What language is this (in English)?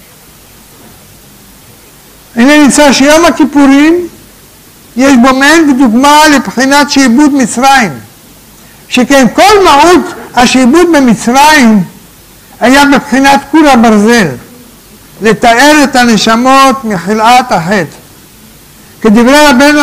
Hebrew